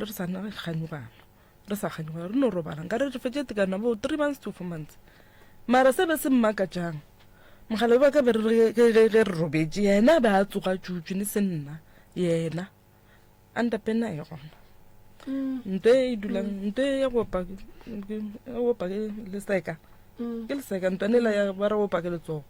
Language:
Northern Sotho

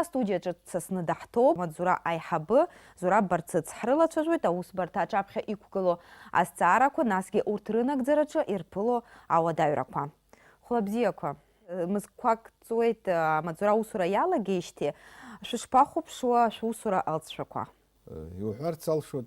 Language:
Abkhazian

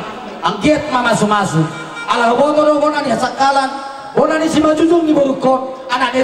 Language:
Batak Toba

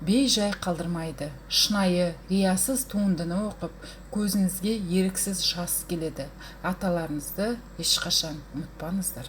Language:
Kazakh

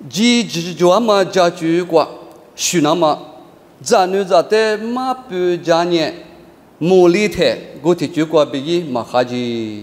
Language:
Lisu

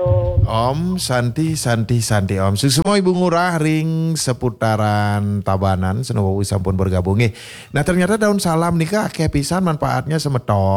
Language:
Balinese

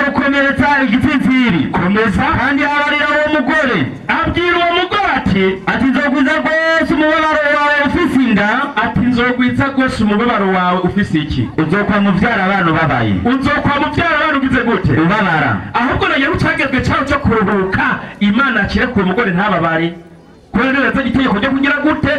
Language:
Rundi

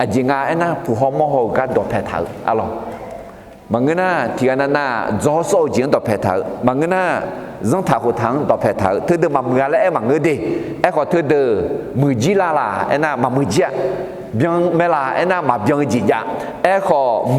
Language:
Akha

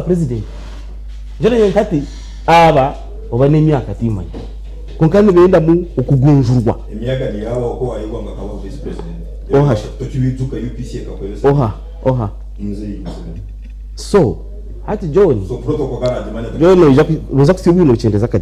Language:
Nyankole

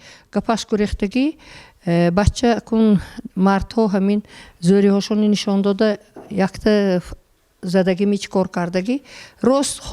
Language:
Tajik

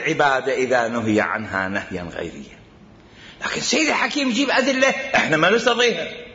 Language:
Mesopotamian Arabic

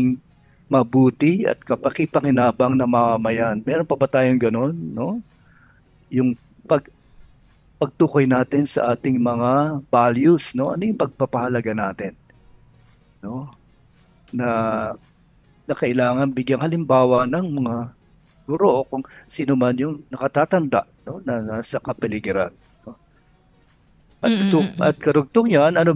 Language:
Filipino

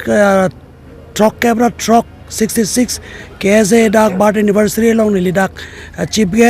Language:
Karbi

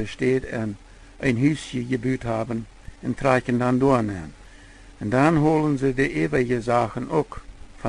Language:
Plautdietsch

